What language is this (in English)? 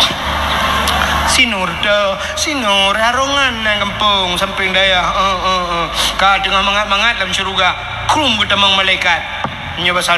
Achinese